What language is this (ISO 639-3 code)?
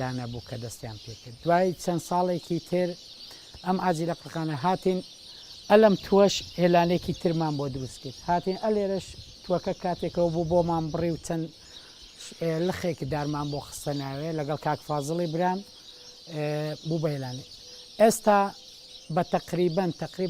ckb